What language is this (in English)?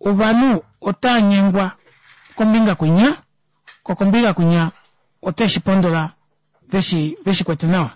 Kuanyama